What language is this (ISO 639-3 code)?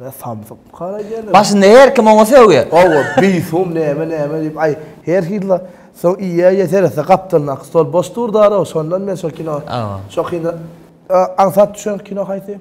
tuk